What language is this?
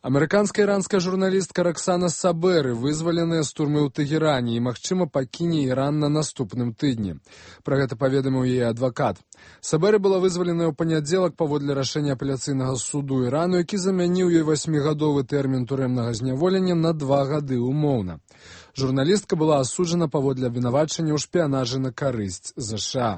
Belarusian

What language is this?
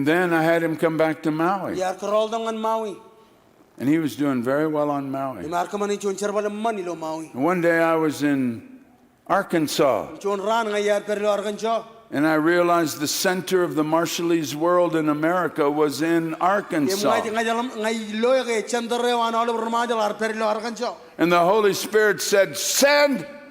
Marshallese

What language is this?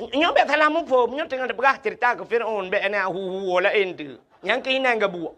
Achinese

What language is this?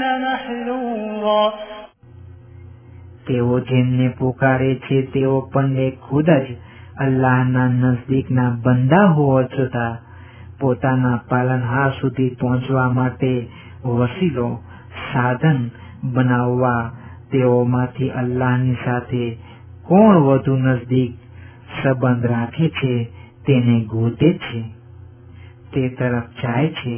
Gujarati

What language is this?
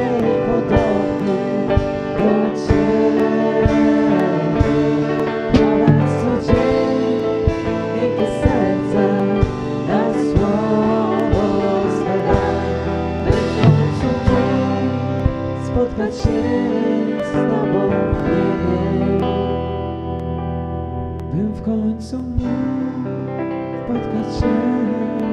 Polish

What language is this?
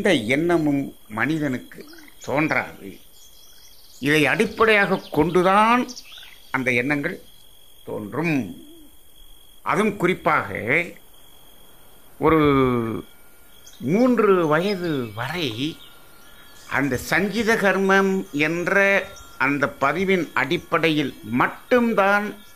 Tamil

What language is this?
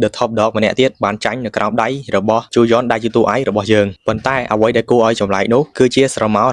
Khmer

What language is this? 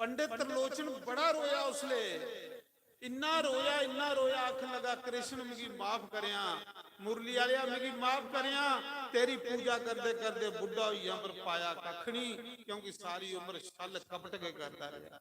Dogri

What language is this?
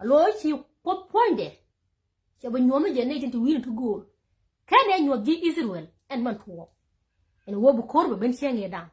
Nuer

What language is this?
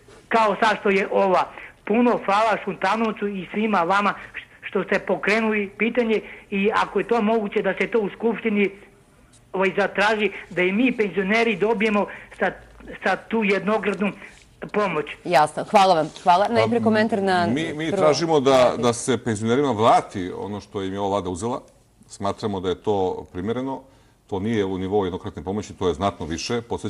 Serbian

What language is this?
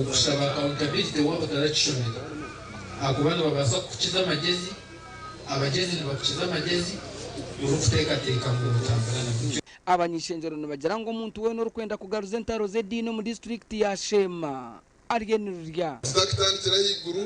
Nyankole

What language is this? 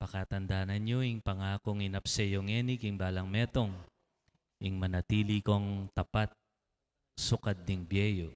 Pampanga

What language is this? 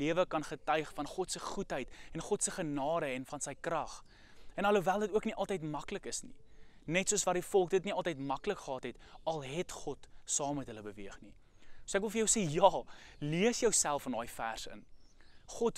Afrikaans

